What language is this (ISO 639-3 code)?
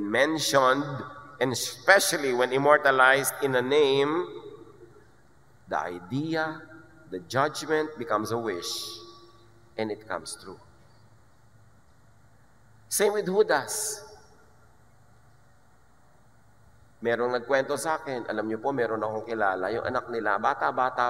fil